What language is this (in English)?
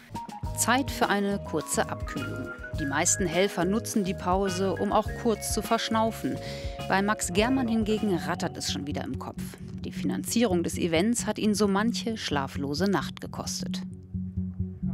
German